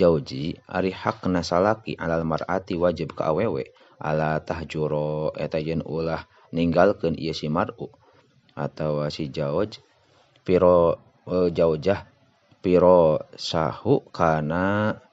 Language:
Sundanese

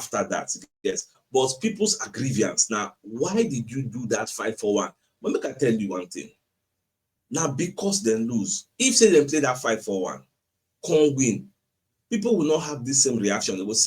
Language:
Nigerian Pidgin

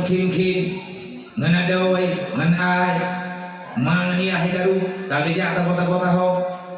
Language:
Achinese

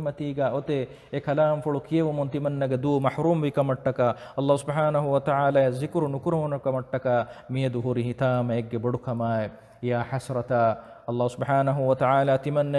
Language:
Divehi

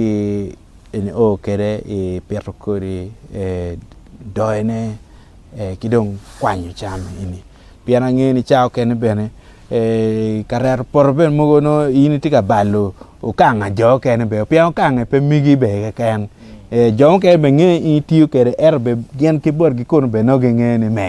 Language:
Acoli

